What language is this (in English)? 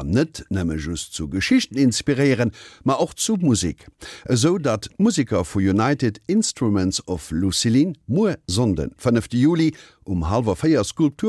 Luxembourgish